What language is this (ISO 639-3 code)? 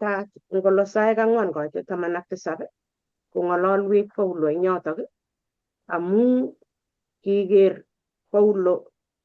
kln